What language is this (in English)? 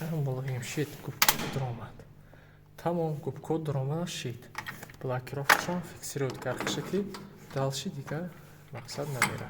Tajik